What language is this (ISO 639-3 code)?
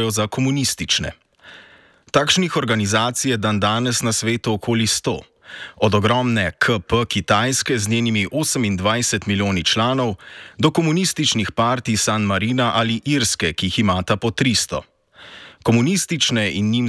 slv